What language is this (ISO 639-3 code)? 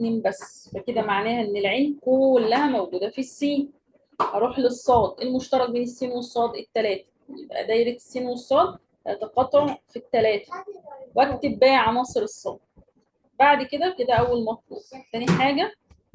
arz